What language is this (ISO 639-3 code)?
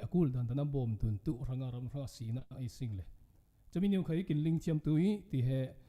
cfm